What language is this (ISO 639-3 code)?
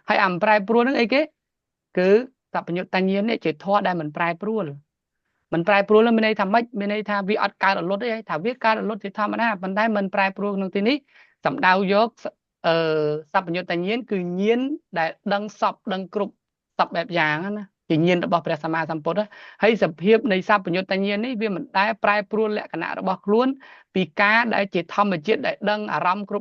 khm